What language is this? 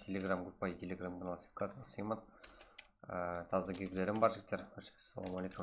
Kara-Kalpak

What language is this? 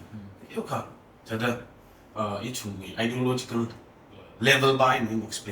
Tangkhul Naga (India)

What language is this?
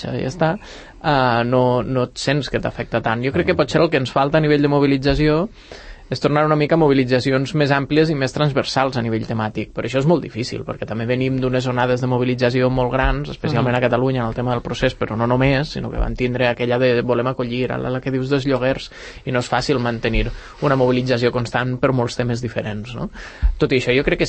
Catalan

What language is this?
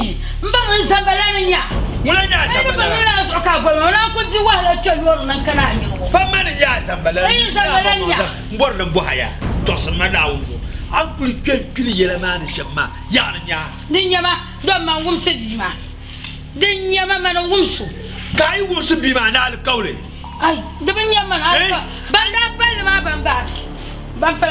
Dagbani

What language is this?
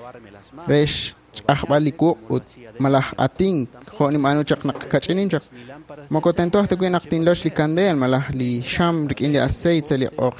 Kekchí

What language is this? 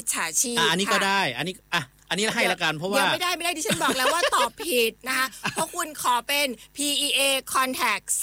Thai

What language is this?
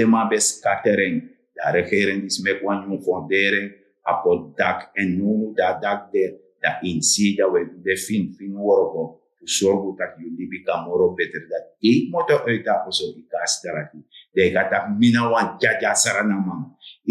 Sranan Tongo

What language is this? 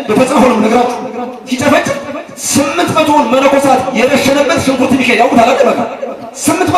Amharic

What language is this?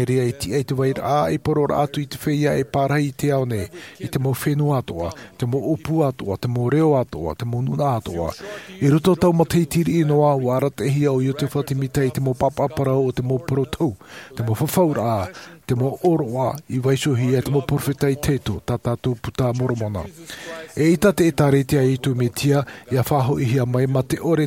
Tahitian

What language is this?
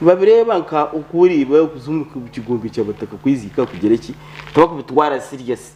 Nyankole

